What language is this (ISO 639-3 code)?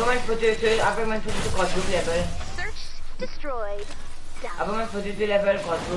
mfe